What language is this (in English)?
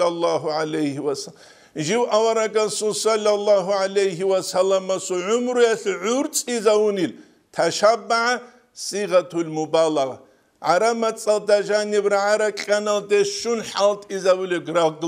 Avaric